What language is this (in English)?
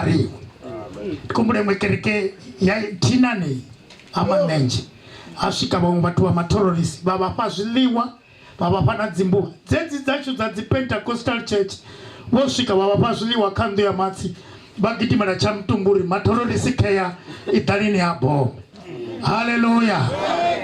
Venda